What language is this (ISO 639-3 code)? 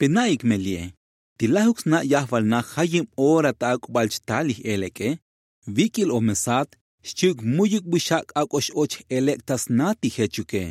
tzo